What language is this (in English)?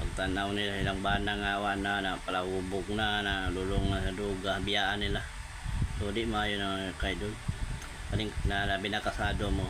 Cebuano